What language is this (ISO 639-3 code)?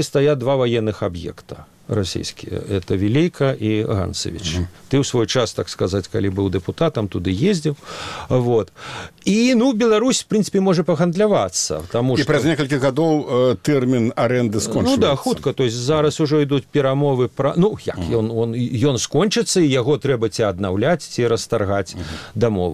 bel